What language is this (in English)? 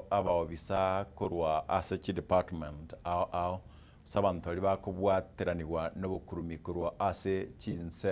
Gusii